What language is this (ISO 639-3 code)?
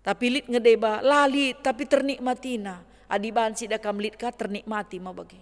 btx